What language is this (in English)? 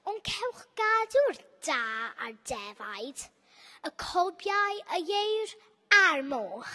Welsh